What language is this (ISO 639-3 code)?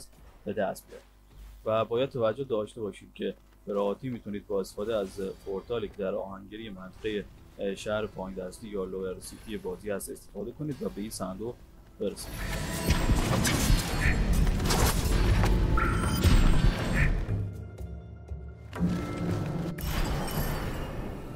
fas